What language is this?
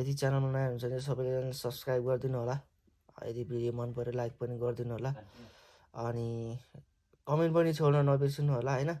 Nepali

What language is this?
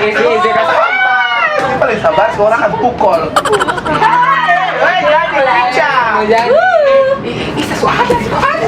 Ambonese Malay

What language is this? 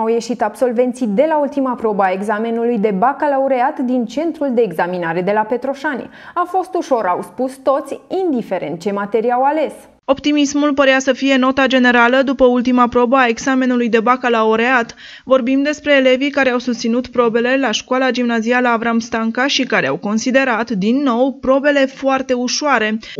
Romanian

